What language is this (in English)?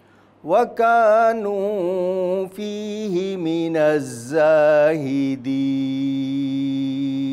Arabic